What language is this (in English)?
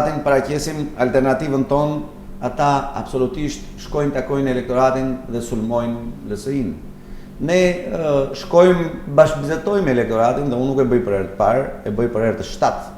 Albanian